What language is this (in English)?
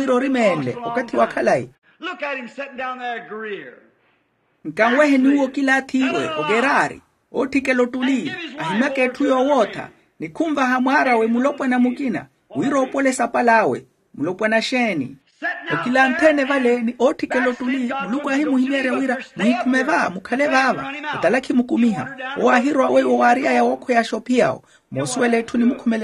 Makhuwa